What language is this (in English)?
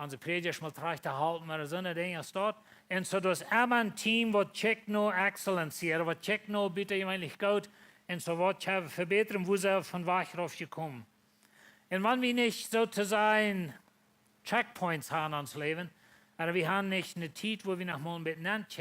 Plautdietsch